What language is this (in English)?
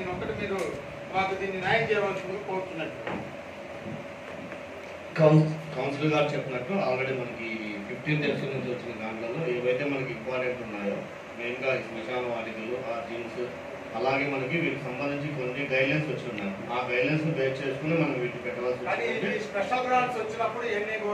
Telugu